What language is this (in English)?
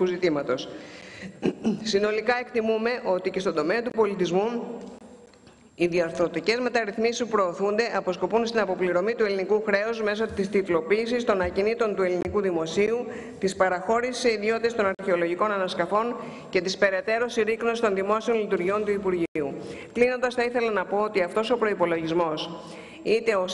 Greek